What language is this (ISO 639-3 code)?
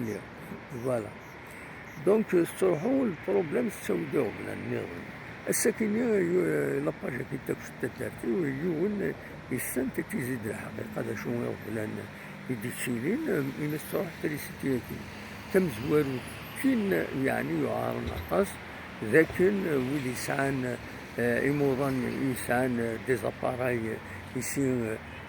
kab